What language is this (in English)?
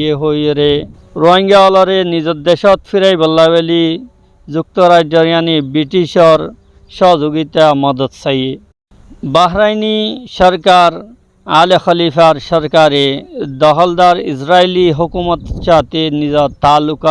Rohingya